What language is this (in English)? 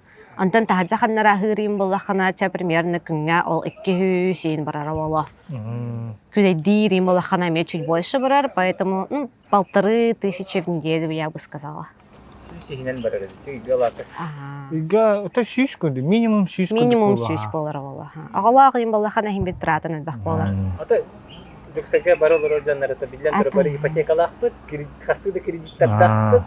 Yakut